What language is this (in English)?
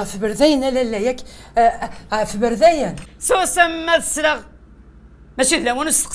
Kabyle